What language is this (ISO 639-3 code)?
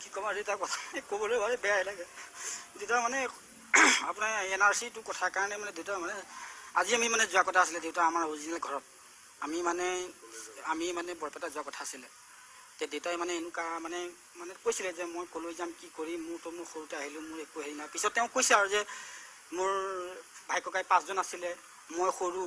asm